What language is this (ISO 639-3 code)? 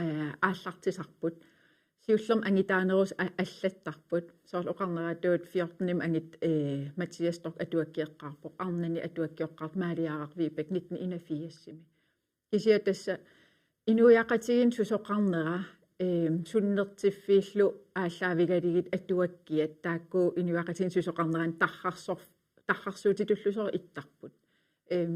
kal